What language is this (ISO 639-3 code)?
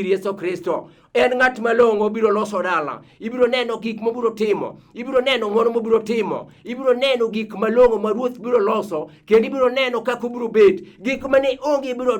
luo